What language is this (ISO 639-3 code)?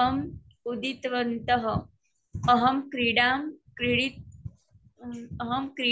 guj